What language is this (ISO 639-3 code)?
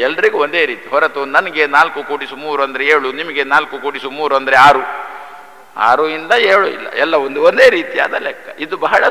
kan